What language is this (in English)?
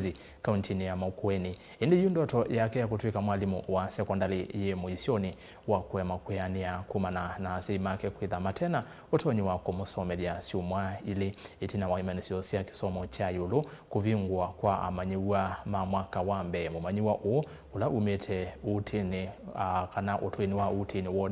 Kamba